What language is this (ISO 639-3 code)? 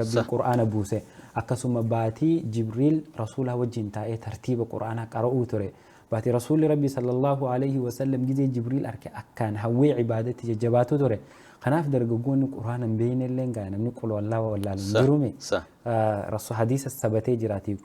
orm